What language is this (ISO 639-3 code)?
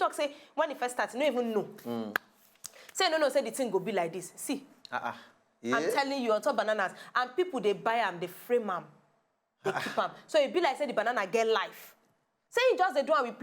pcm